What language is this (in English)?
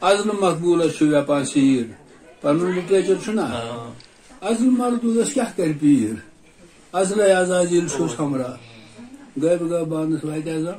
Kashmiri